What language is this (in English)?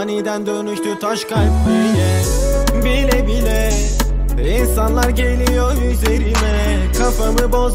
Turkish